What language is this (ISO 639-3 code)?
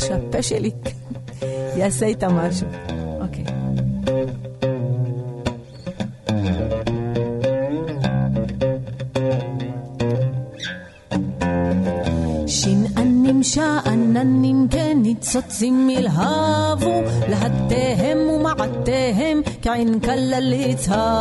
heb